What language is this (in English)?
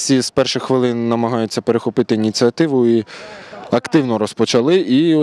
Ukrainian